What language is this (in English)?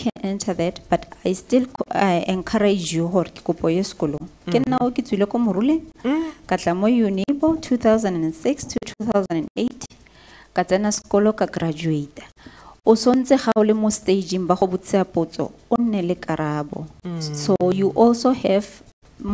Tswana